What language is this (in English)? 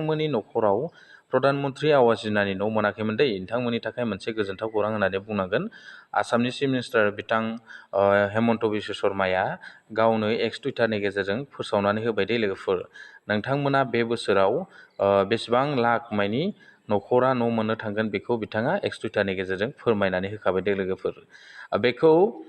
Bodo